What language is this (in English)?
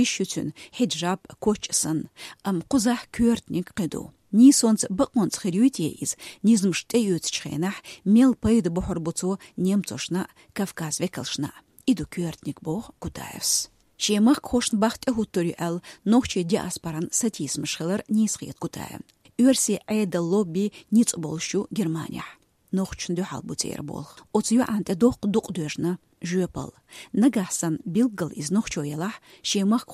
Chechen